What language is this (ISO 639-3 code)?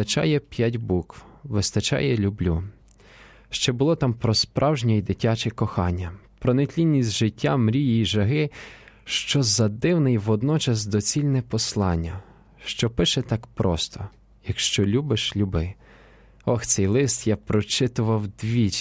ukr